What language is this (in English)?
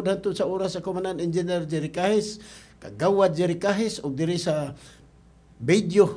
Cebuano